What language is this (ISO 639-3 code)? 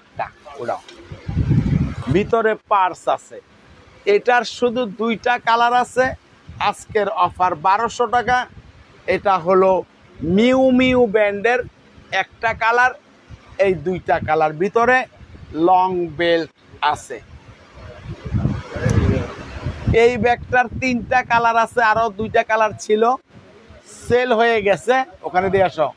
ben